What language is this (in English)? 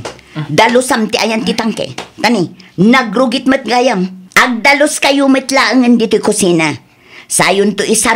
Iloko